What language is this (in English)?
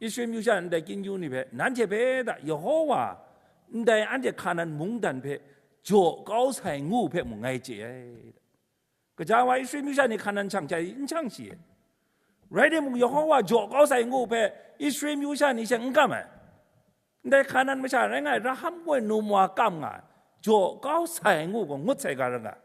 Kachin